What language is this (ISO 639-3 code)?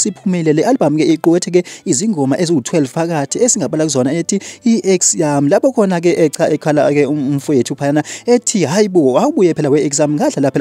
zul